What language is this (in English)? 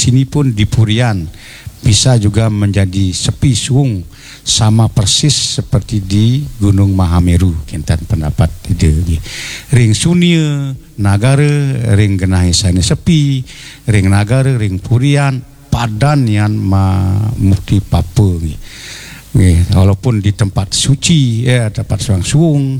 Balinese